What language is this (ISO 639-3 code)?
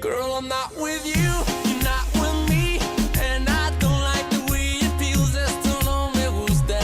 fij